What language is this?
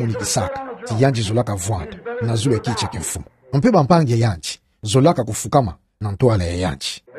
Kituba (Democratic Republic of Congo)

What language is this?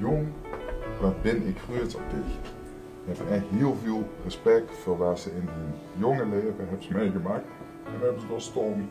Limburgish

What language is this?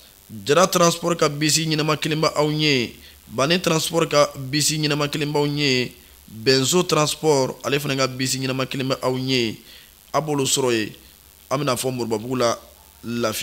Bambara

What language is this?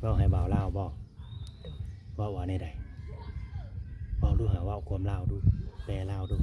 Lao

